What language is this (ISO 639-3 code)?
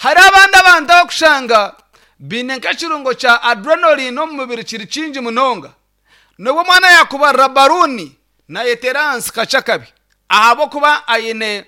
nyn